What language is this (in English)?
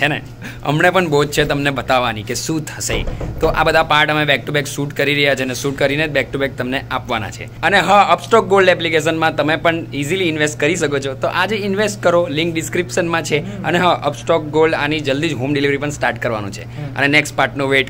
Gujarati